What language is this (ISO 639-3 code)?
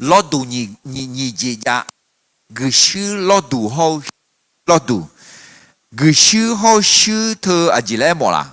ahk